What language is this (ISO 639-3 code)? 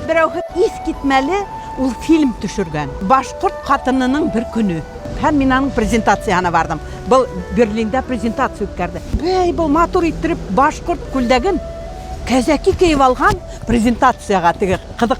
bak